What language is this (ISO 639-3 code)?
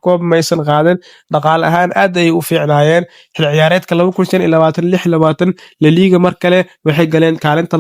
som